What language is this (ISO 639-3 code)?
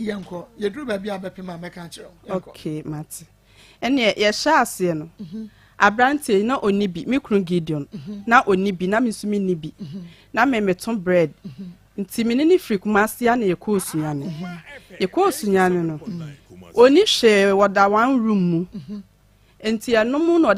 aka